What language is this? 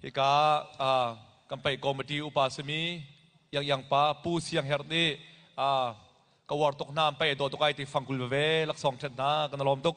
Hakha Chin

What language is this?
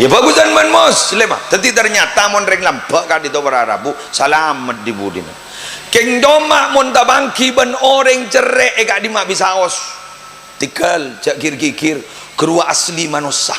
Madurese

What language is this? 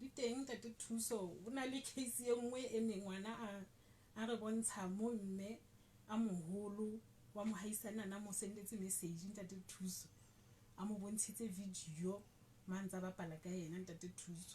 Southern Sotho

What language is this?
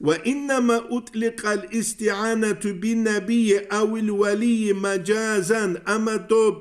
Avaric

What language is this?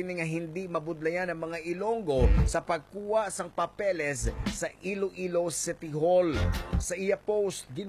Hiligaynon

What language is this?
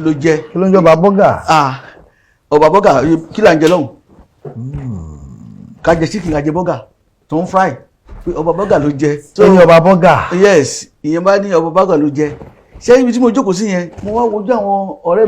Yoruba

